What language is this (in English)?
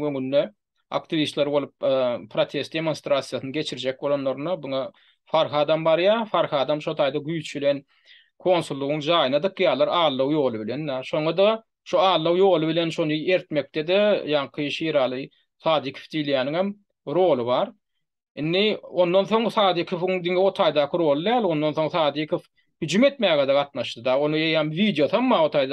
Turkmen